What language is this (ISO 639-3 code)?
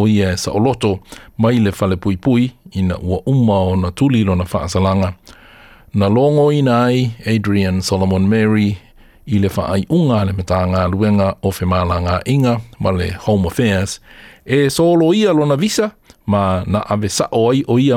smo